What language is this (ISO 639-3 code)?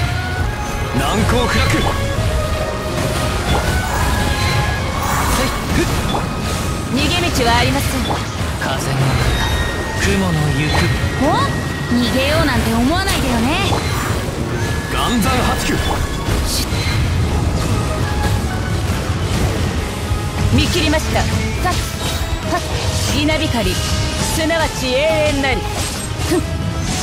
jpn